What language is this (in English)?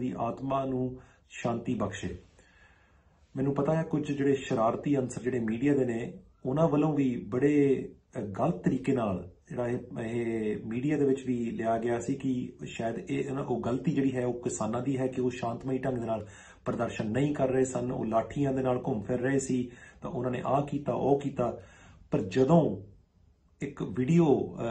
Punjabi